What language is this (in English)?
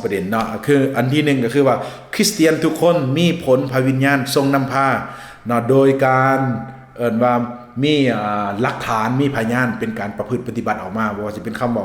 Lao